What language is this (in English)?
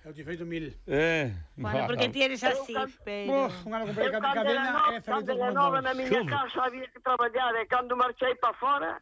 Galician